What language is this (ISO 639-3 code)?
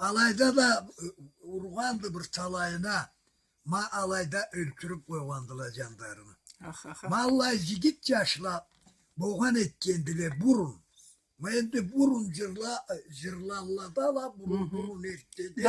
krc